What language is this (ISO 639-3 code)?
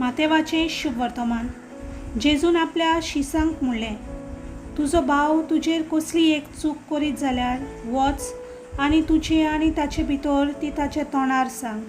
kok